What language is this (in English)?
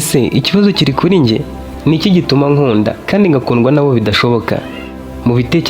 Kinyarwanda